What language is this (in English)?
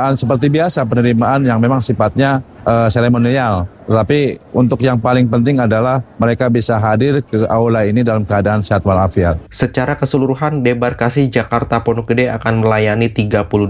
Indonesian